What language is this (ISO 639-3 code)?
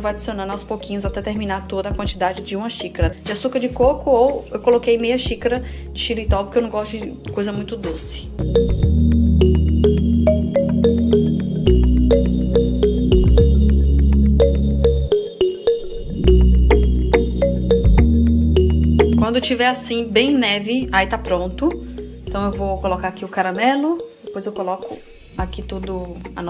por